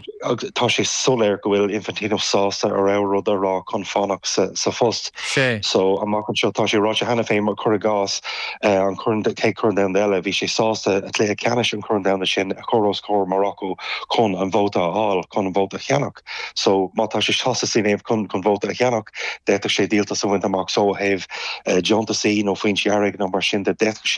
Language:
Irish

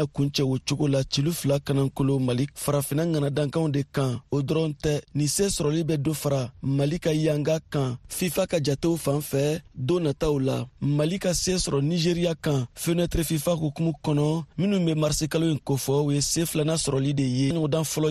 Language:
Bambara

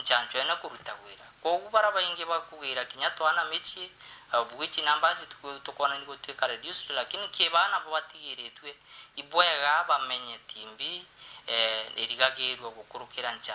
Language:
Meru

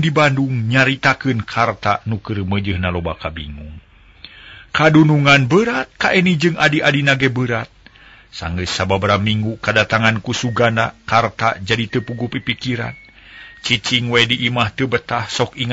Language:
Sundanese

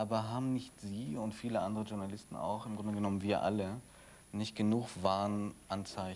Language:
German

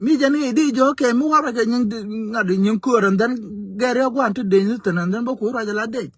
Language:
Nuer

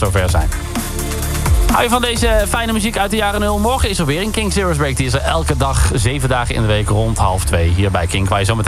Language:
Dutch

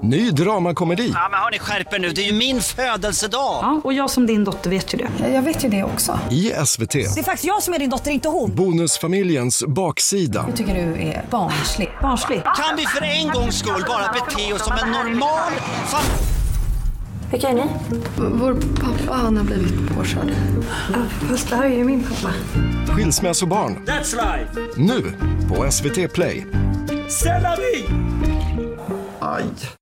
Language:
Swedish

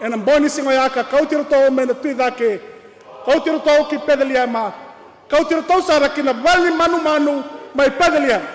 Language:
Fijian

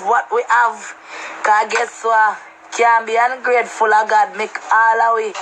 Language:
Jamaican Creole English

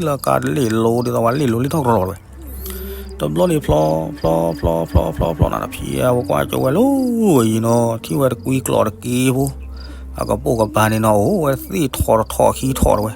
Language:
S'gaw Karen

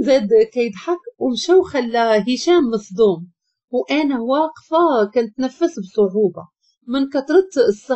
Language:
Moroccan Arabic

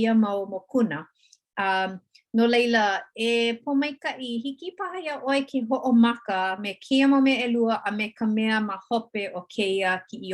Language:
Hawaiian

